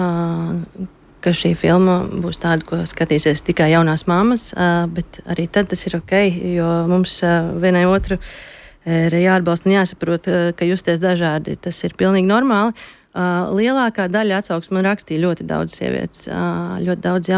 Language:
Latvian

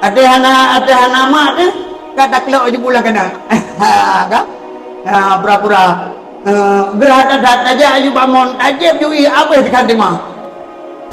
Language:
Achinese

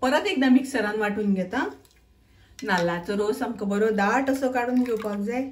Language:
Konkani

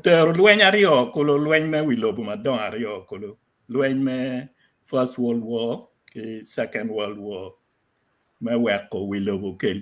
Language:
Acoli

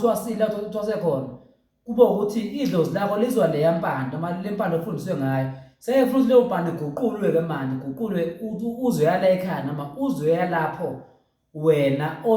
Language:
Zulu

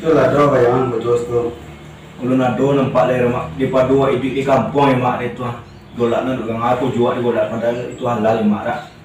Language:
Minangkabau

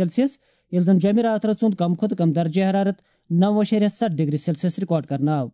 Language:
Kashmiri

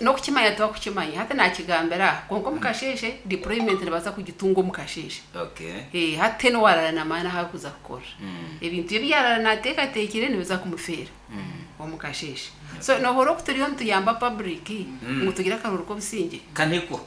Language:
Nyankole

